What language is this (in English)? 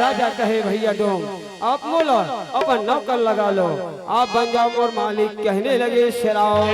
Chhattisgarhi